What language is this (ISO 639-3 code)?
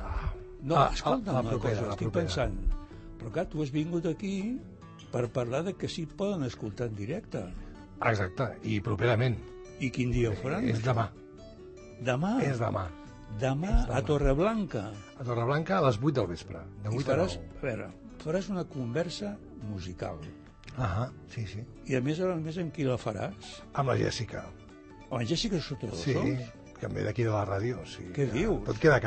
cat